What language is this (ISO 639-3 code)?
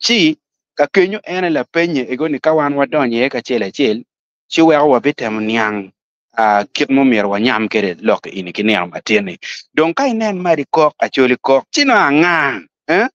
ach